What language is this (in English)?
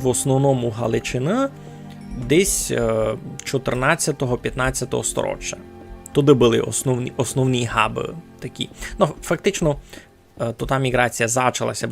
Rusyn